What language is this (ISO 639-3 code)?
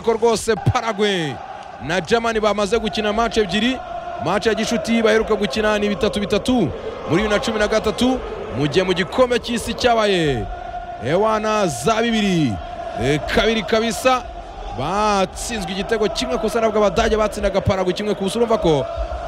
kin